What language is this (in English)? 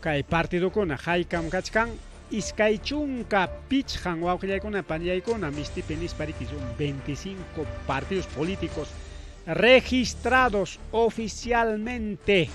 Ayacucho Quechua